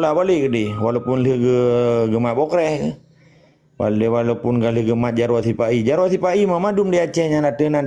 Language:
Achinese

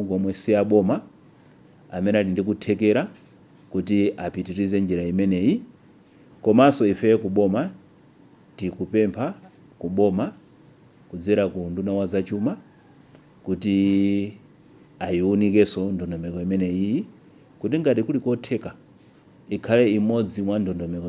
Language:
Nyanja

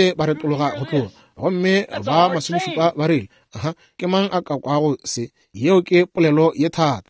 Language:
Northern Sotho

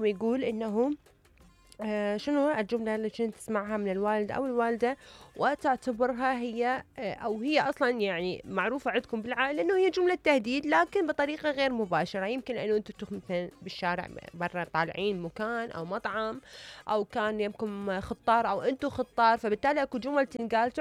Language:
Mesopotamian Arabic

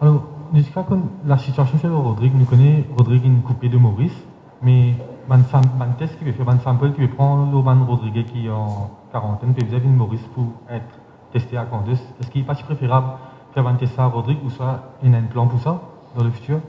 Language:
Morisyen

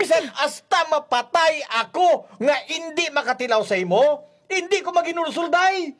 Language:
Hiligaynon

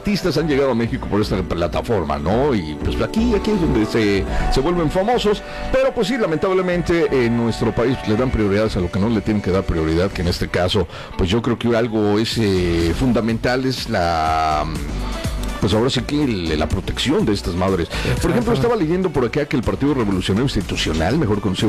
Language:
Spanish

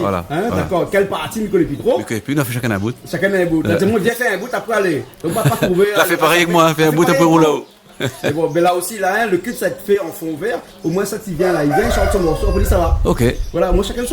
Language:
Réunion Creole French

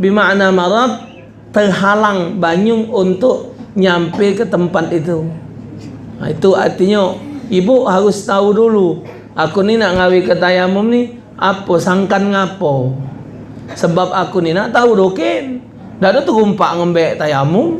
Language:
Musi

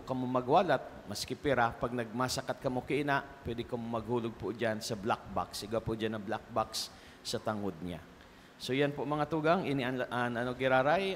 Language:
Bikol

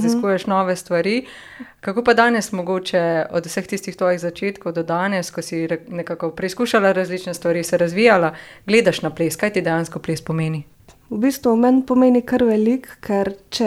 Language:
Slovenian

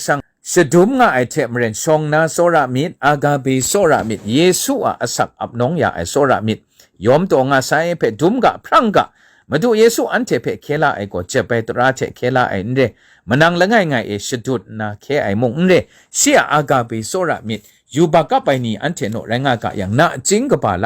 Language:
Kachin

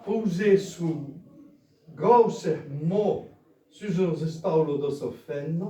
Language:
Occitan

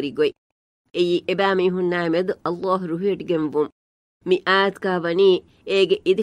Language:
Divehi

